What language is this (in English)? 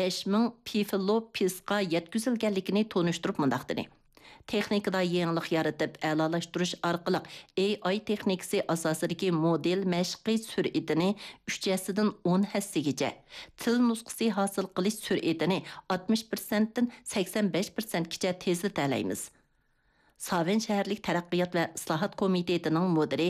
Uyghur